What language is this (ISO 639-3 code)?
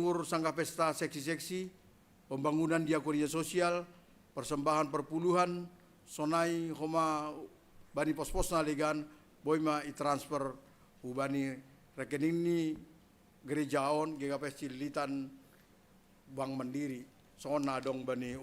bts